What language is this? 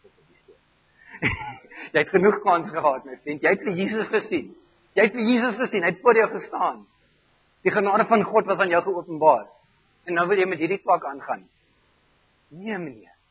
Afrikaans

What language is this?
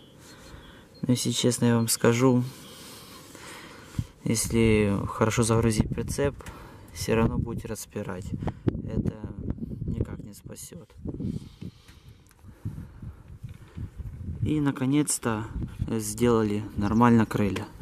Russian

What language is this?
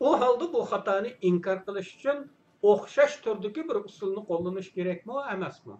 Uyghur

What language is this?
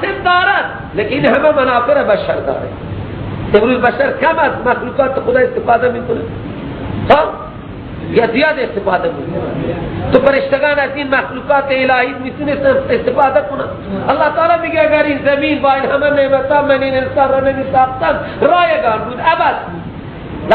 Persian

